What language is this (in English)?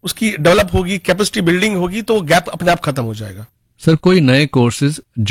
Hindi